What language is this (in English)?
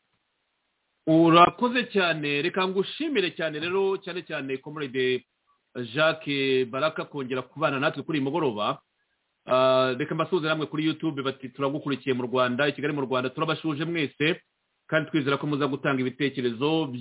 Kinyarwanda